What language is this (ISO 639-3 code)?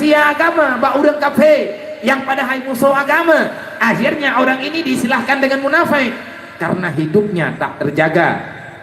ace